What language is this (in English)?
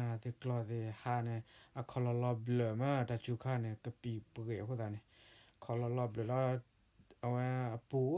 S'gaw Karen